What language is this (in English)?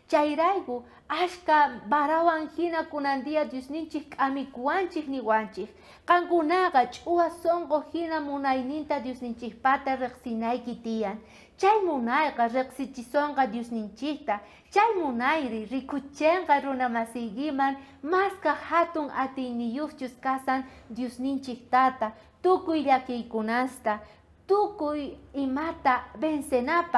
South Bolivian Quechua